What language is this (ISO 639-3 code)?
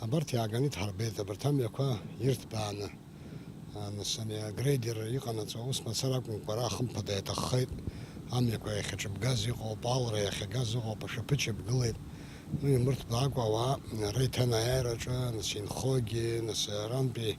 abk